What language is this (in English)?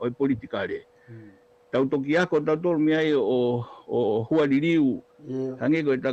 Tongan